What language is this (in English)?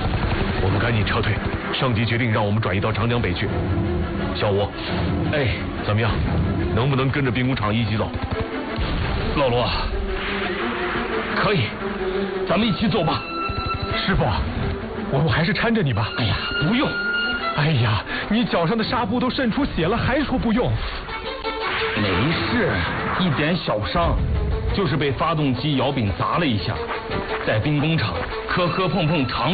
Chinese